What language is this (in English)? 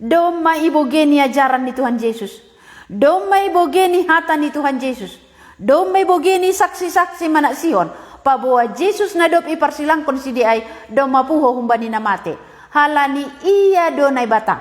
Batak Simalungun